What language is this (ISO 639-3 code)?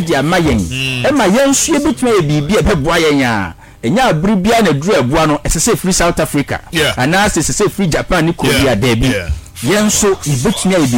aka